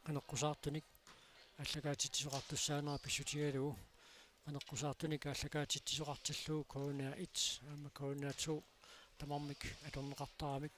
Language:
Kalaallisut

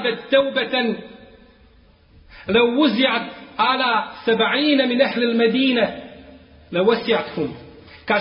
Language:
Bosnian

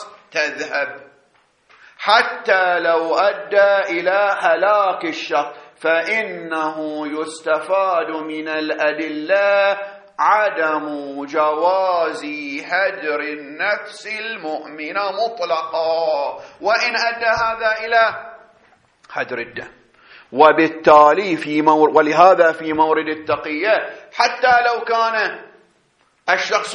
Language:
Arabic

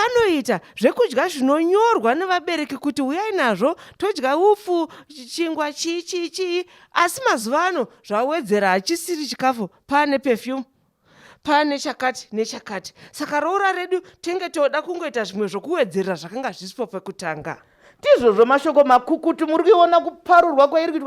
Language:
Shona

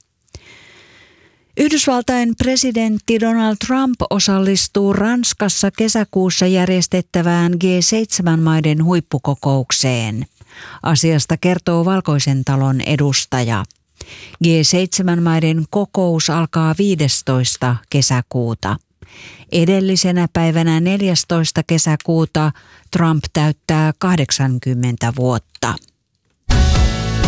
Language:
Finnish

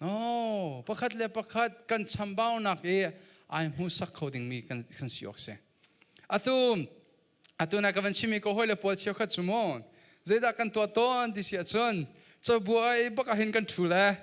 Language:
Hakha Chin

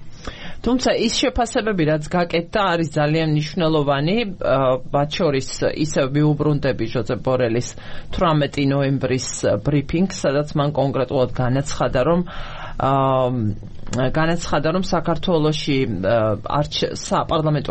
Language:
Georgian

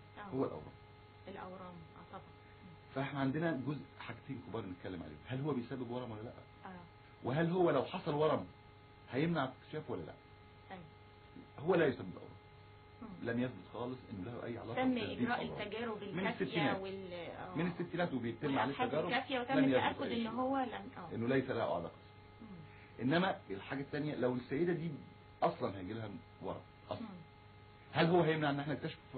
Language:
Egyptian Arabic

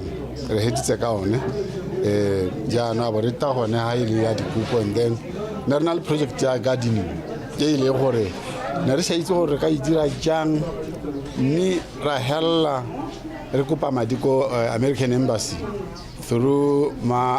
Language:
Tswana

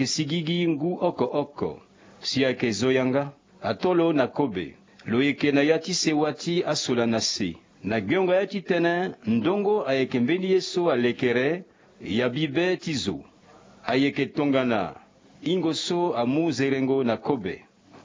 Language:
Sango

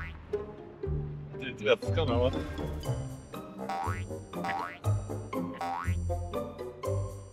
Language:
Swedish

